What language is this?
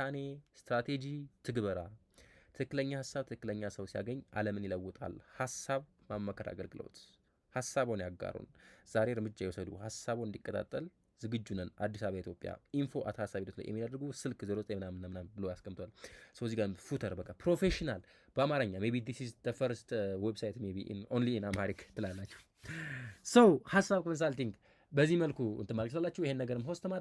Amharic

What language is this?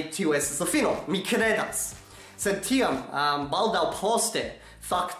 Esperanto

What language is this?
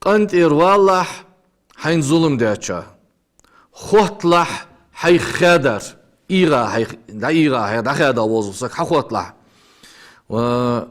Ingush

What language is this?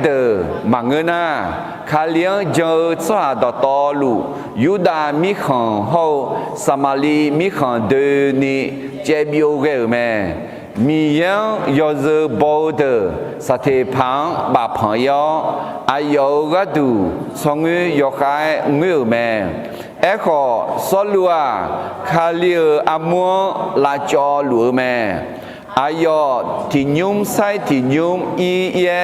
Akha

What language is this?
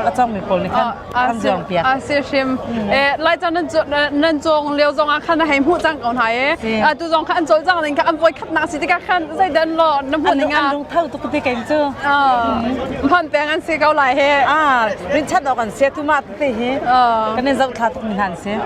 Hakha Chin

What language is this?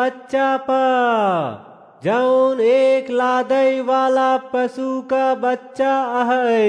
Awadhi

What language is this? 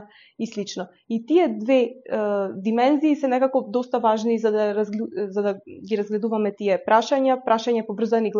Macedonian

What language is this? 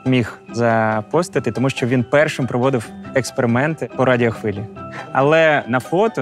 Ukrainian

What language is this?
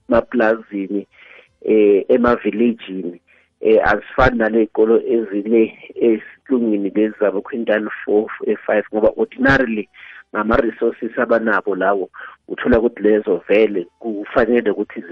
South Ndebele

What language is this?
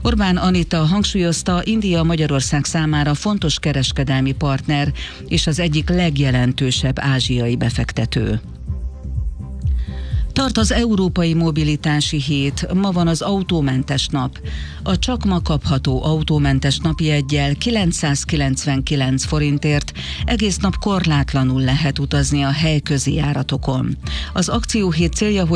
Hungarian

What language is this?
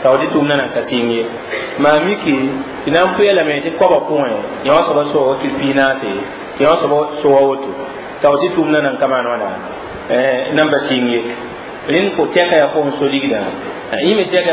Mossi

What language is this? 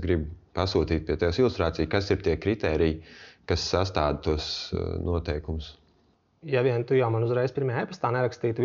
Latvian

